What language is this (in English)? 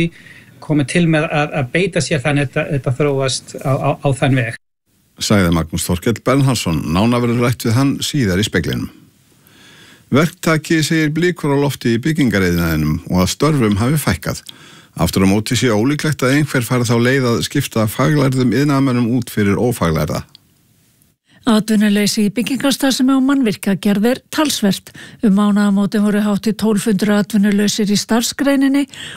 Icelandic